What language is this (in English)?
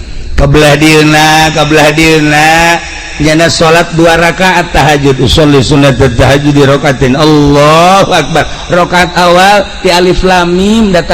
Sundanese